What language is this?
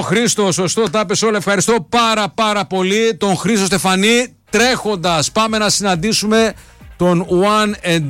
Greek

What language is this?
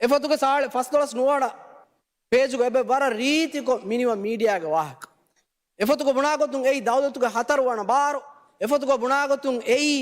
Divehi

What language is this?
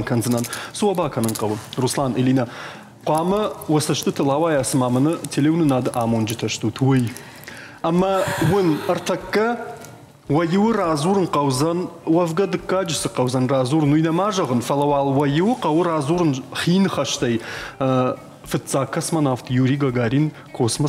Ossetic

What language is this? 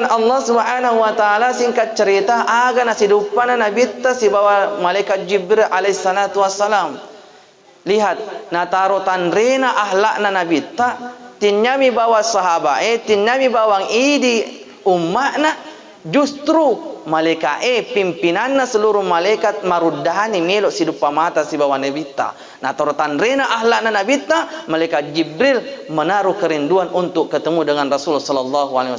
Buginese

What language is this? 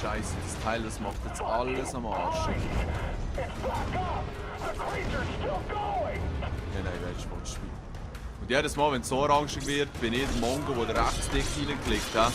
Swiss German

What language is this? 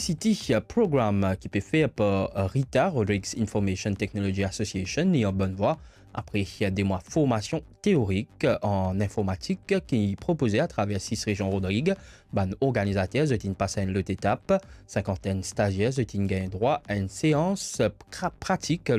Morisyen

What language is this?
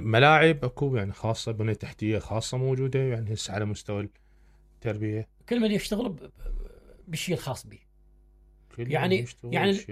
Mesopotamian Arabic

